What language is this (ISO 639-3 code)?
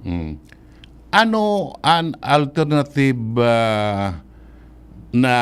bik